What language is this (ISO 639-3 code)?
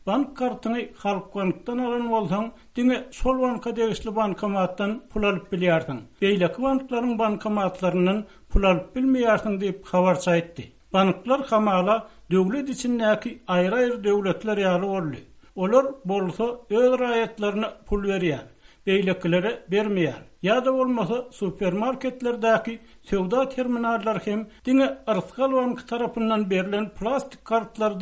tuk